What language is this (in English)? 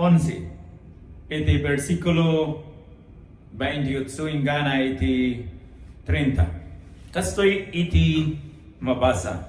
Iloko